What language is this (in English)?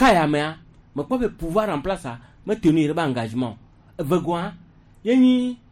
Gen